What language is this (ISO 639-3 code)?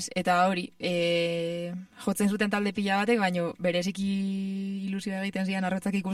eus